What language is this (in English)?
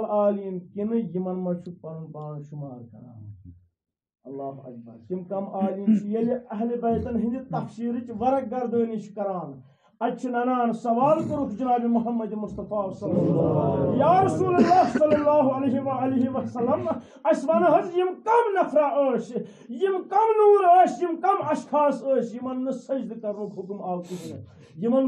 Kashmiri